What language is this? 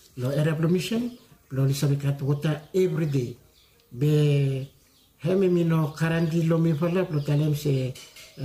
Bislama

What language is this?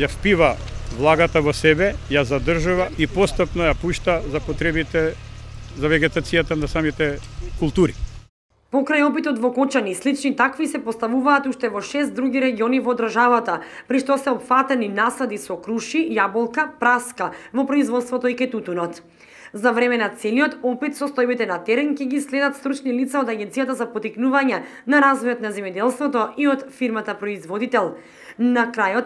Macedonian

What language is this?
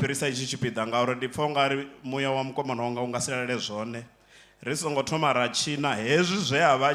Venda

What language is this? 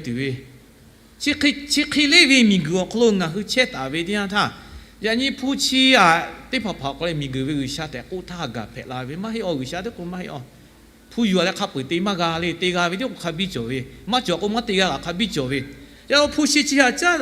Lahu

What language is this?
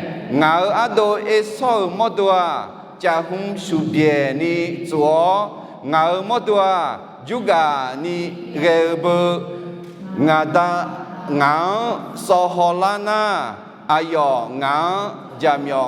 Akha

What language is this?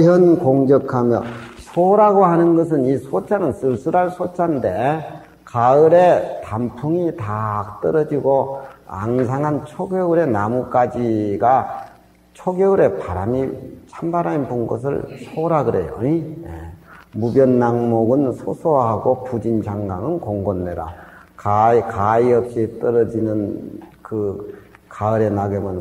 Korean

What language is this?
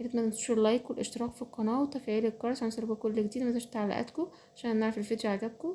Egyptian Arabic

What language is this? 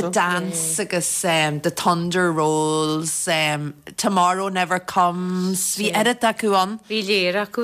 Irish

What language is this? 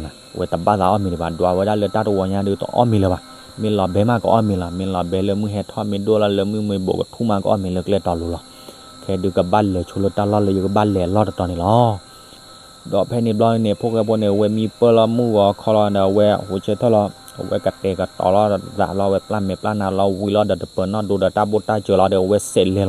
S'gaw Karen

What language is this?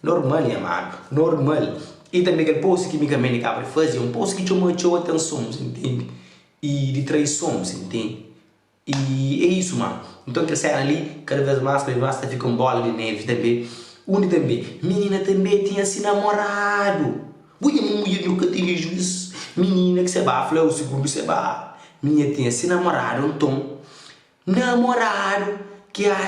Kabuverdianu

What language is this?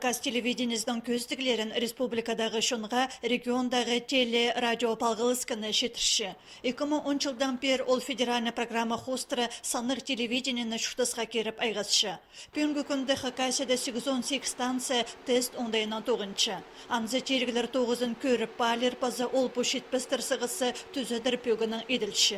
Khakas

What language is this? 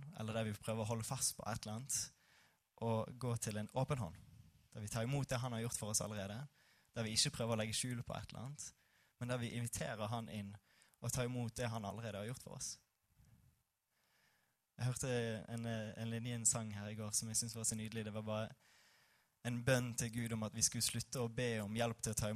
Norwegian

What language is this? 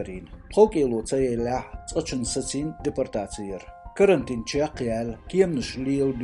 Chechen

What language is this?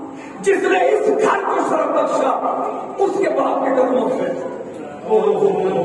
Urdu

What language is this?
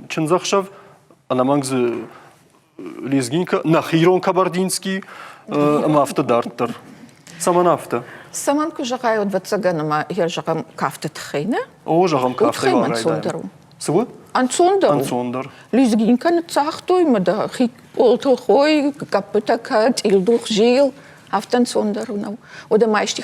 Ossetic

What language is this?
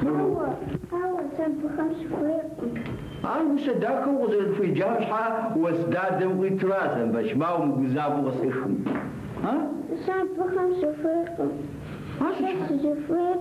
Kabardian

